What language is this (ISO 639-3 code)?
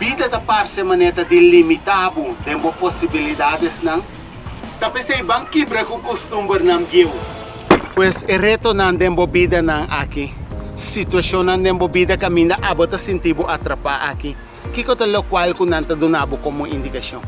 pap